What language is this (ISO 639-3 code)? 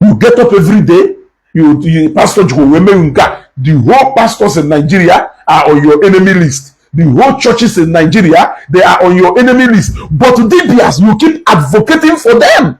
ibo